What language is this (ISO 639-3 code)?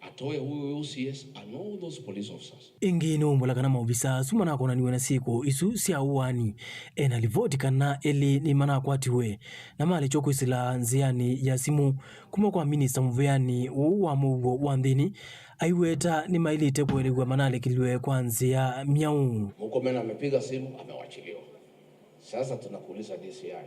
kam